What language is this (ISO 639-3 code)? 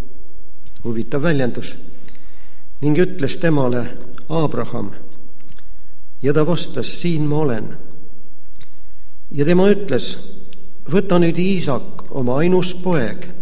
est